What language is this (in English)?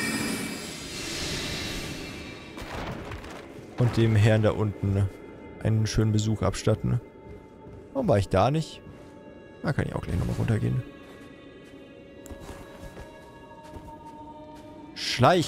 German